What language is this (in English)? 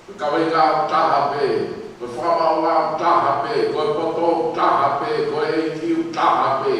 Tongan